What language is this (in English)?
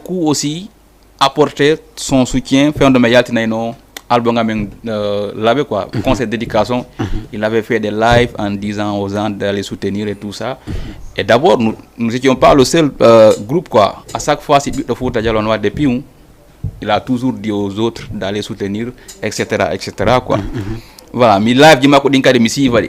Fula